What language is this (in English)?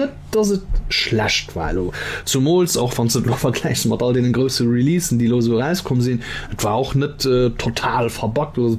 Luxembourgish